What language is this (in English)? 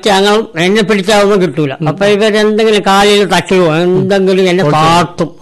Malayalam